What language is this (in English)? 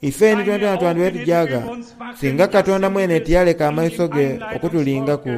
Soga